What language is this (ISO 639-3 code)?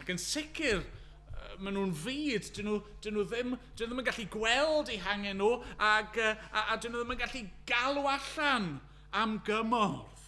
cym